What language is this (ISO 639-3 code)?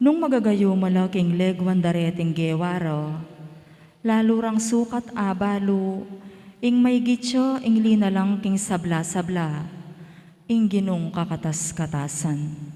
pam